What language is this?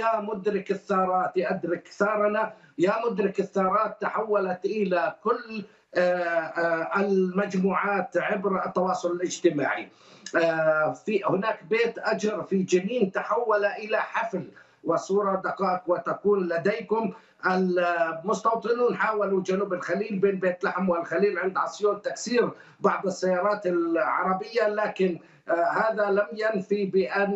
Arabic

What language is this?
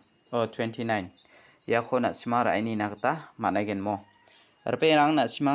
Garo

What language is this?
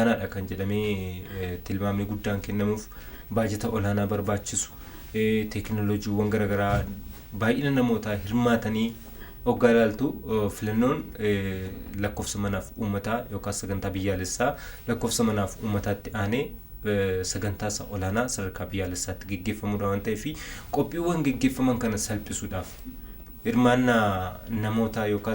Oromo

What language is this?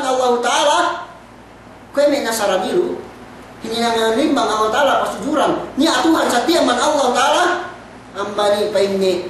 Yakan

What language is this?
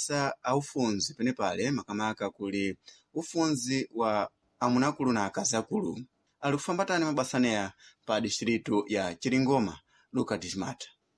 Sena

